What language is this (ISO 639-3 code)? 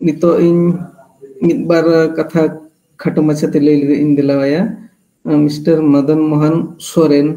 sat